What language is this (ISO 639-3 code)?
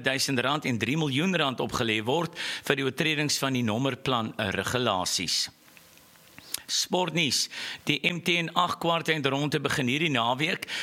afr